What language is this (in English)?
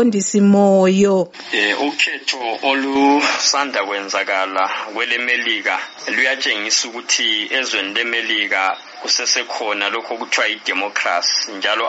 North Ndebele